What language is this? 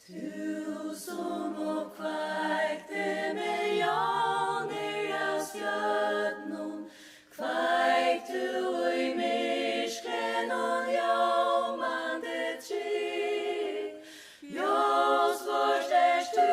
Faroese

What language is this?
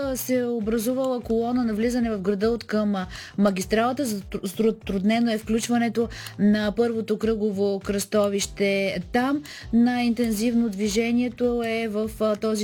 Bulgarian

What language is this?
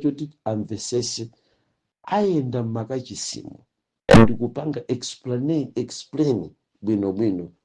Nyanja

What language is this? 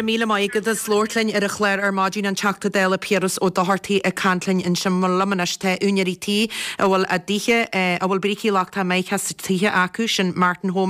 Irish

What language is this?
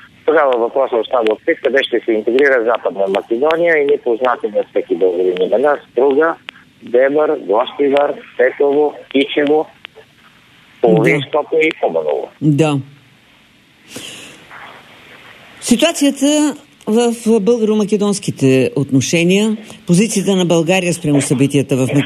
Bulgarian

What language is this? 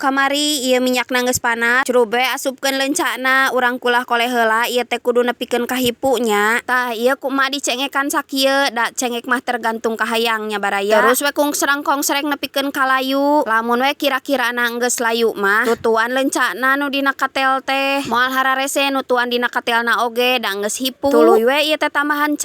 Sundanese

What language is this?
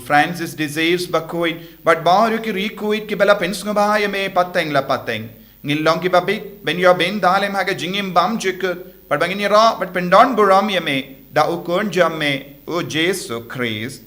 Khasi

